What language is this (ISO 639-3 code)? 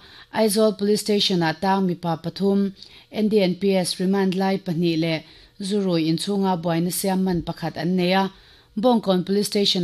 lus